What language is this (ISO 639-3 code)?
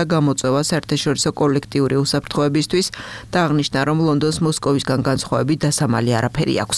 kat